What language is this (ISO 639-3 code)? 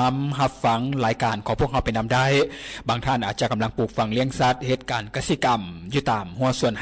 lao